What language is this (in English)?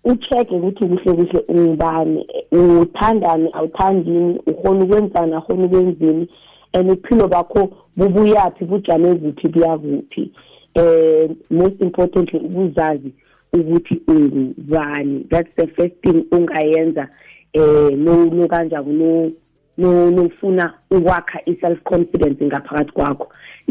South Ndebele